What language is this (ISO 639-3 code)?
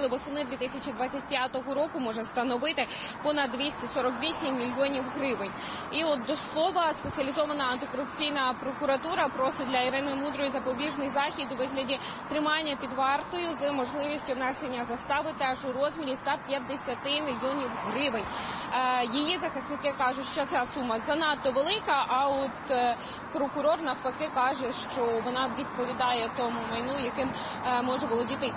ukr